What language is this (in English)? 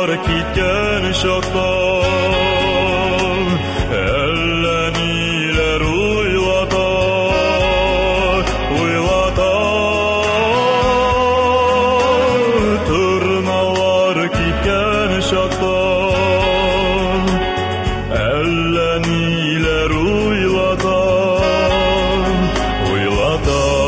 Tatar